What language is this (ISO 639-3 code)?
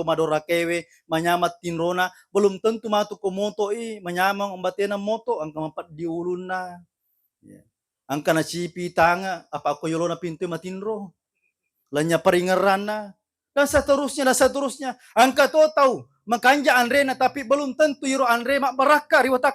bug